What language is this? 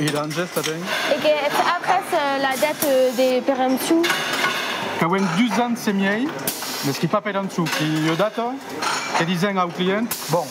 Occitan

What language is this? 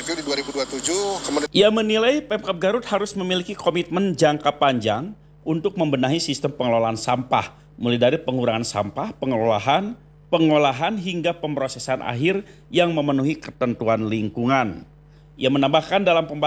Indonesian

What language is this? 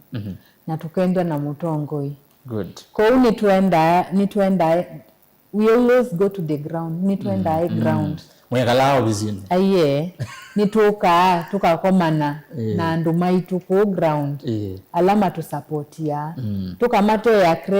Kamba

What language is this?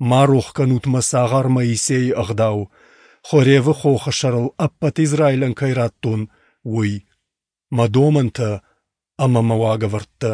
Ossetic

